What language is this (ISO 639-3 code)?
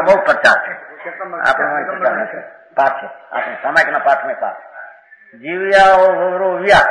guj